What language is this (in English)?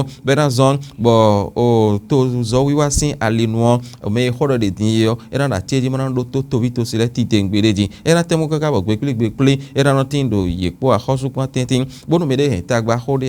Fon